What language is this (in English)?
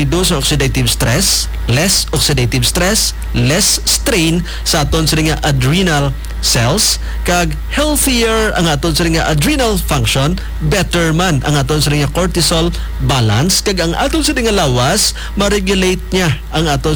Hiligaynon